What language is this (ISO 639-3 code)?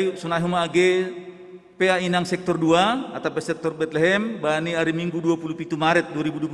bts